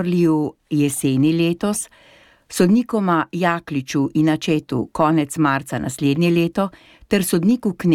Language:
Slovenian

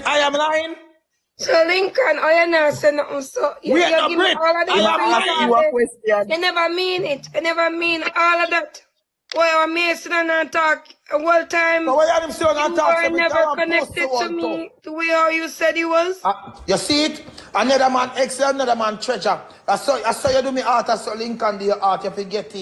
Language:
Jamaican Creole English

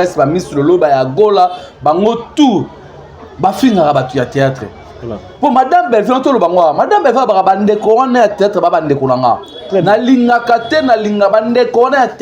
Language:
Lingala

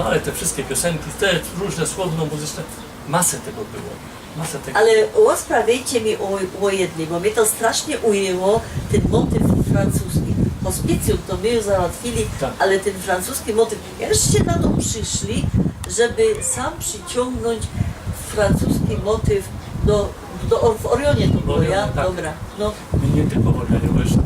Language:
Silesian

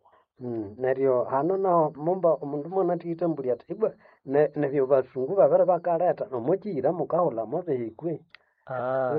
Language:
Nande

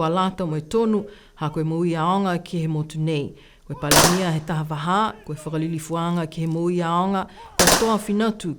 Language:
Niuean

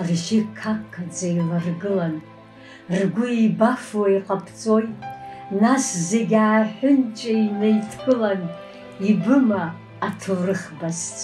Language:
Abkhazian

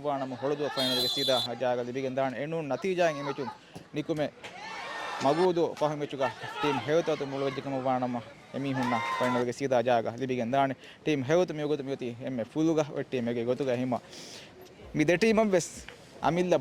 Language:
Divehi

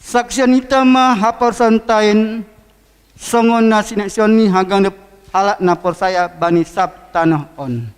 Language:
Batak Simalungun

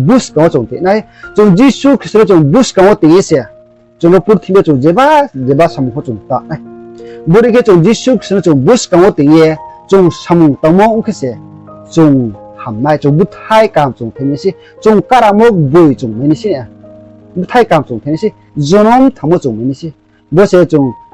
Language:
Riang (India)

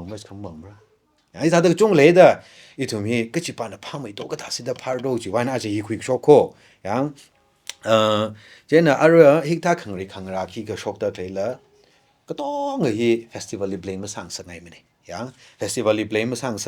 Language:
Tangkhul Naga (India)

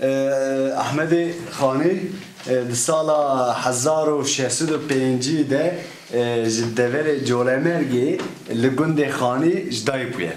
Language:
Kurdish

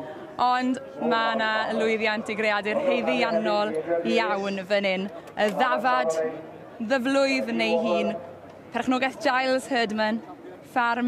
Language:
Welsh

